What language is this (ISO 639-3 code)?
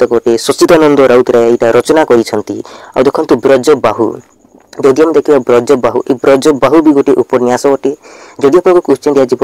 ori